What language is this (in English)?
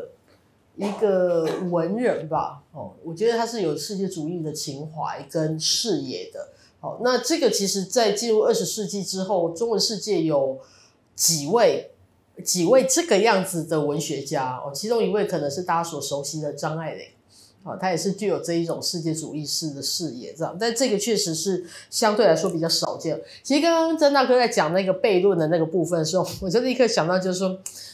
Chinese